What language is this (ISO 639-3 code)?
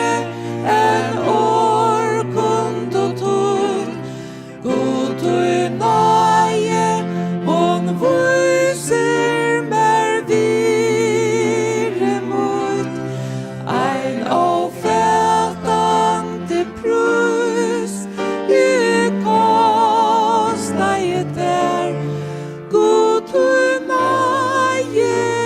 fao